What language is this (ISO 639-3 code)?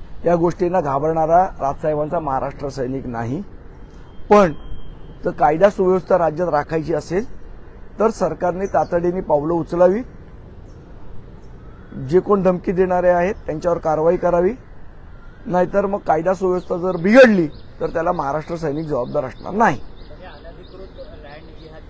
mar